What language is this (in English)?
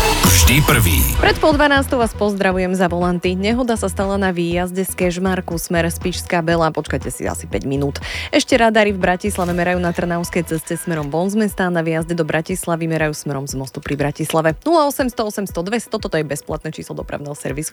Slovak